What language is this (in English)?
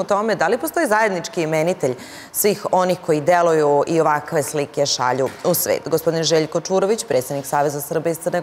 Serbian